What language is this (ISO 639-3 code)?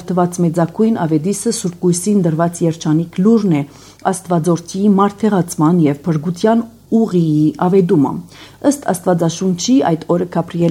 hye